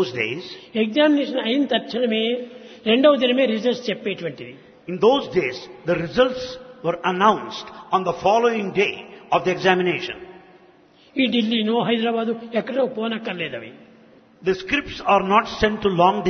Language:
Telugu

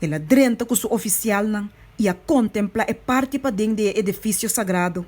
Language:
Papiamento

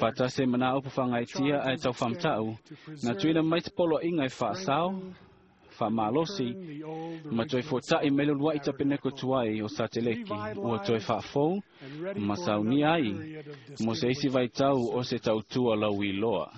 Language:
Samoan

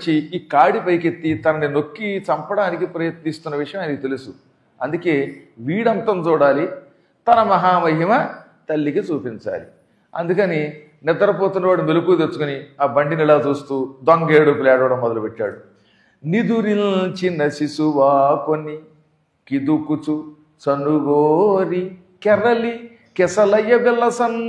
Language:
Telugu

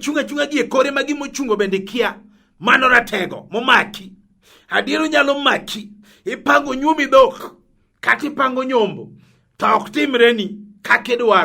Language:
Luo (Kenya and Tanzania)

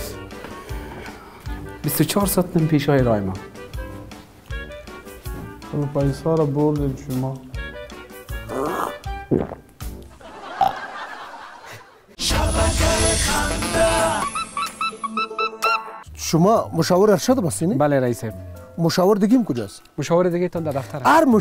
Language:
Persian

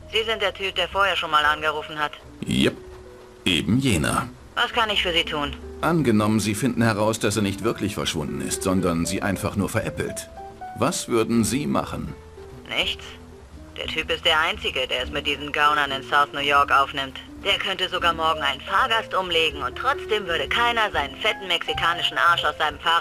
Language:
Bavarian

